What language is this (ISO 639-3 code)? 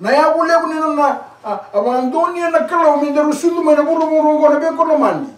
fij